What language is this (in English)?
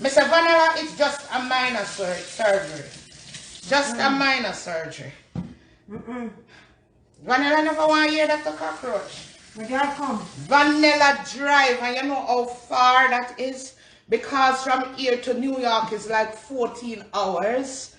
Jamaican Creole English